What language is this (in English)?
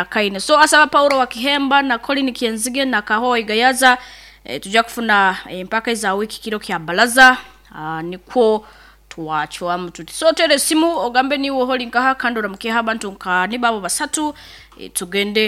Nyoro